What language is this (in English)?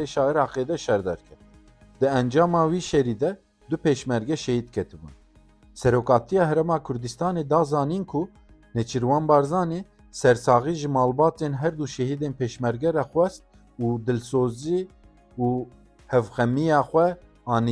Kurdish